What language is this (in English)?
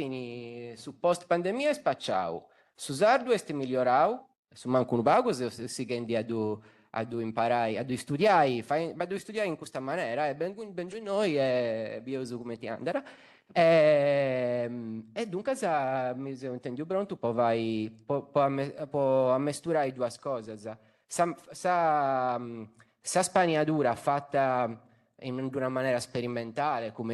Sardinian